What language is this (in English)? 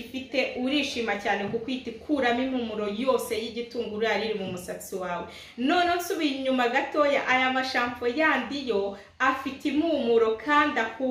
Kinyarwanda